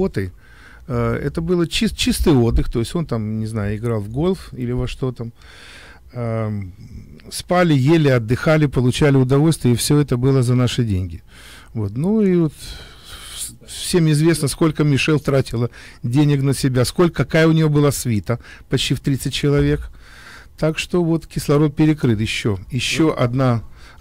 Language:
Russian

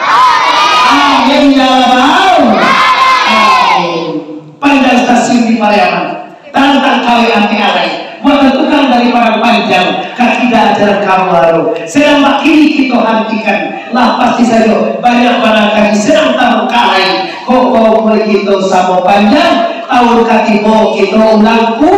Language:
Minangkabau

